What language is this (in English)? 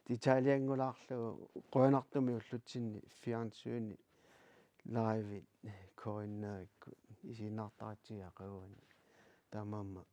Kalaallisut